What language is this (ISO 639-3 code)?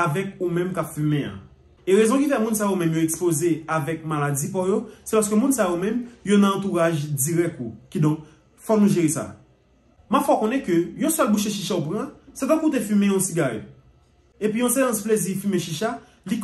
hat